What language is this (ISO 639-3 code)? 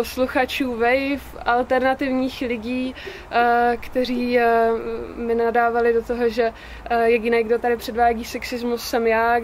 ces